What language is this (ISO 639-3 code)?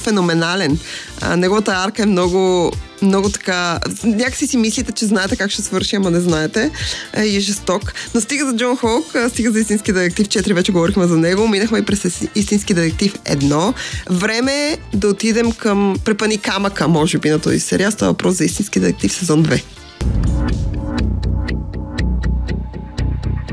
bul